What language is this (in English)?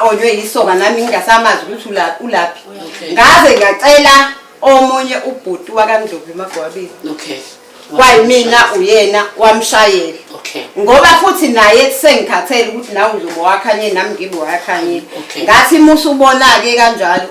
Zulu